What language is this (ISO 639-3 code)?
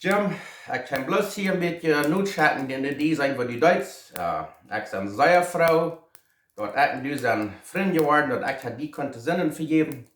pdt